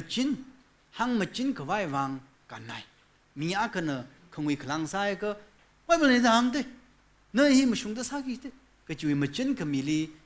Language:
Tangkhul Naga (India)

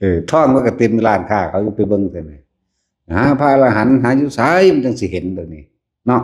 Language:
Northeastern Thai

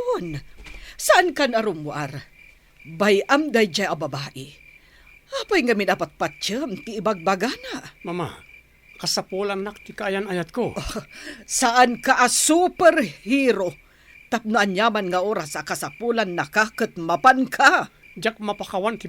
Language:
Iloko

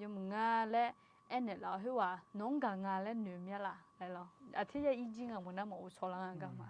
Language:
Akha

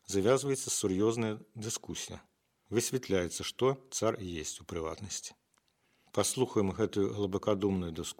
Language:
Belarusian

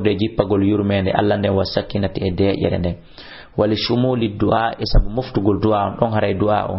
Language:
Fula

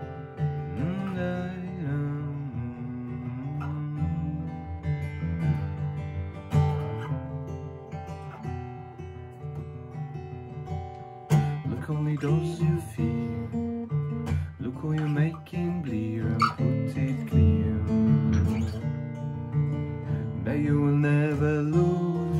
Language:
Italian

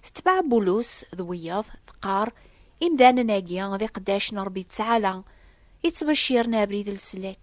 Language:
Kabyle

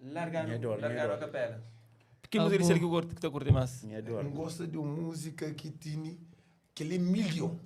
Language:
Kabuverdianu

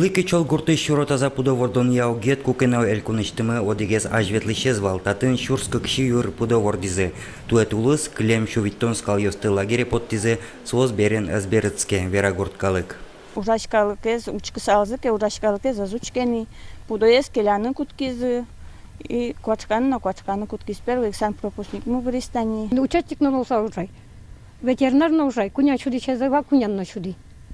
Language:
Udmurt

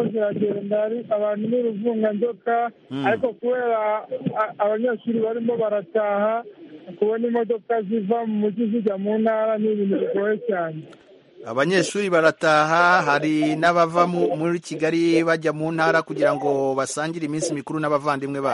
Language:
Kinyarwanda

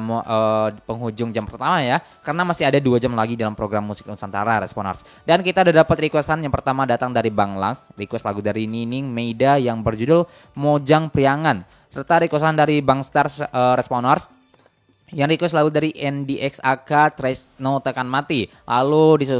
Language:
Indonesian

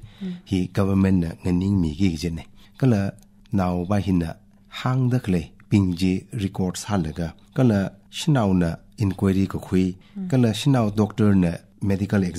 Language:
Tangkhul Naga (India)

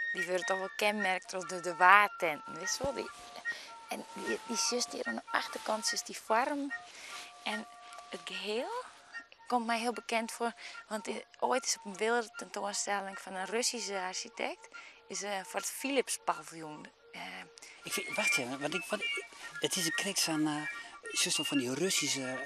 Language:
Western Frisian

